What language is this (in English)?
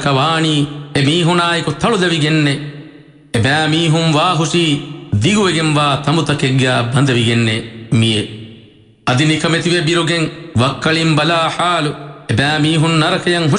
Divehi